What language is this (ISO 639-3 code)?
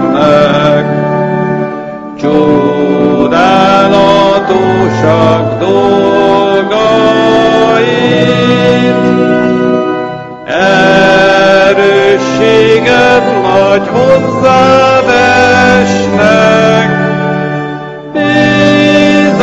hun